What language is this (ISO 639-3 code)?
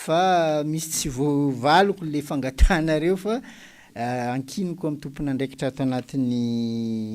mlg